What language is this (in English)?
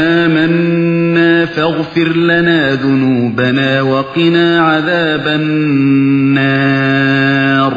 Uyghur